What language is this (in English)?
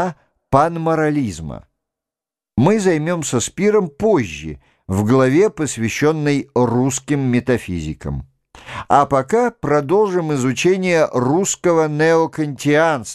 Russian